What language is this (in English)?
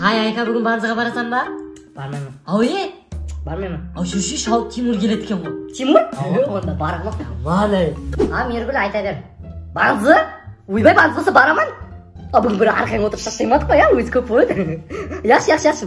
Kara-Kalpak